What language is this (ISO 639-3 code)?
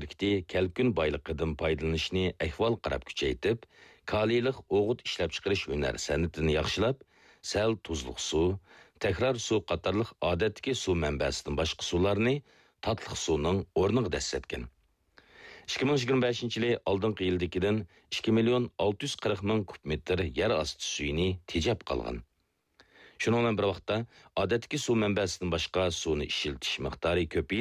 uig